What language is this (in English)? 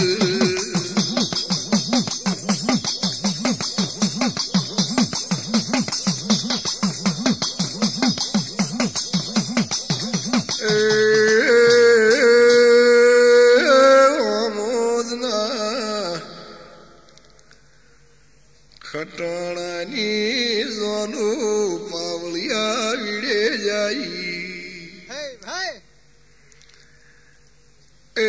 Gujarati